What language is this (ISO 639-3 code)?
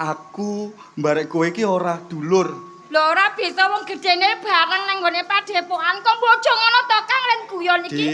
jav